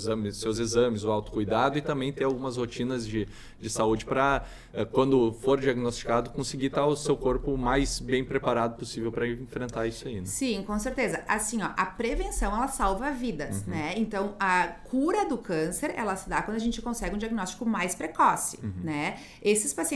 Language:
Portuguese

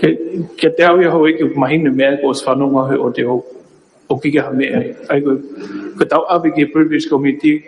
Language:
Tongan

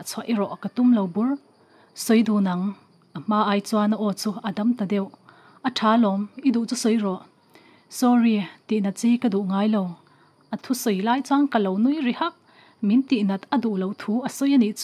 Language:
Mizo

